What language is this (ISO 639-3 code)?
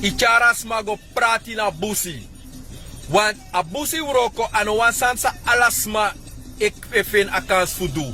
srn